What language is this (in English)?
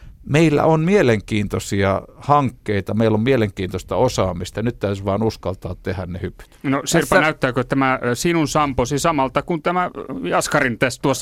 Finnish